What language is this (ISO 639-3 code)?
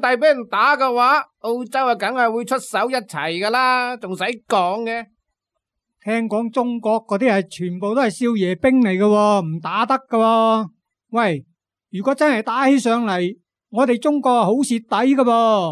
yue